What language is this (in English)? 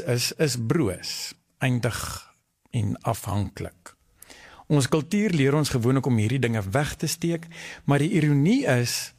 Afrikaans